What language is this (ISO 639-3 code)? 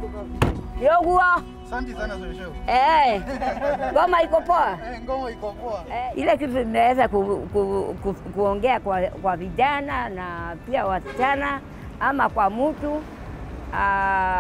swa